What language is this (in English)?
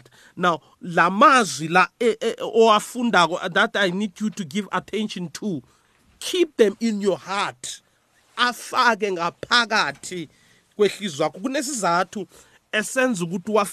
South Ndebele